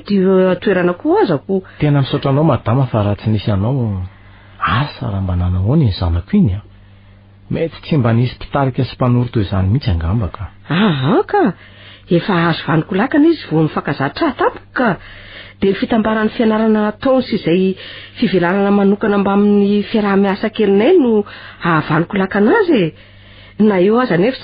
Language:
Malagasy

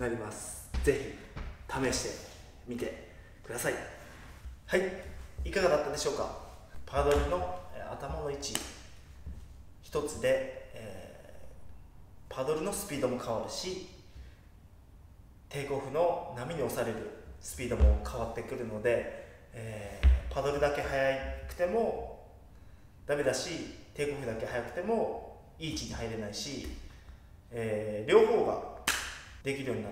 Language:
Japanese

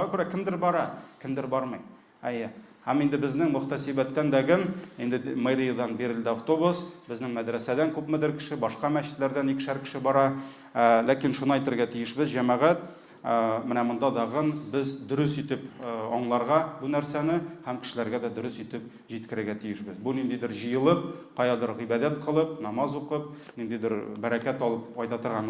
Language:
Tatar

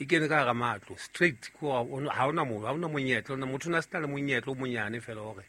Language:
Southern Sotho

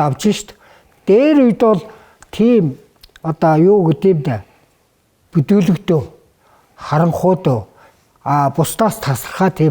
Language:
Mongolian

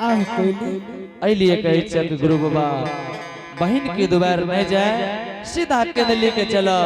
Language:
Angika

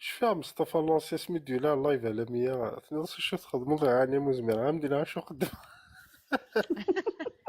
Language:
Kabyle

